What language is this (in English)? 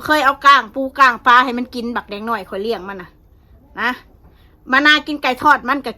Northeastern Thai